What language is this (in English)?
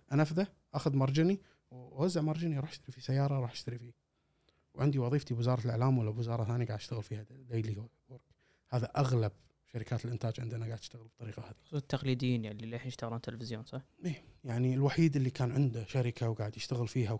Gulf Arabic